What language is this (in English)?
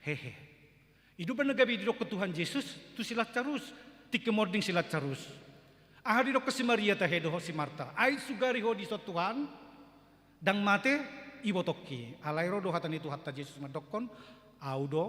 Batak Toba